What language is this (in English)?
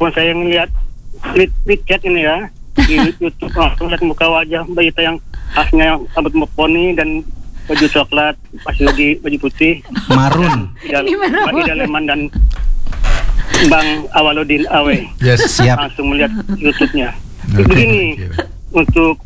Indonesian